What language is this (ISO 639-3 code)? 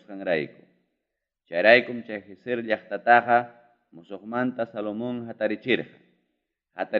quy